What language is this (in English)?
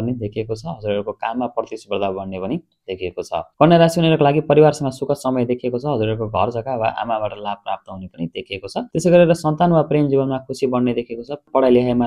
Nepali